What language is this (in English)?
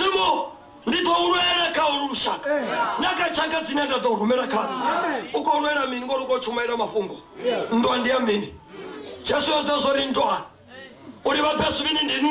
Venda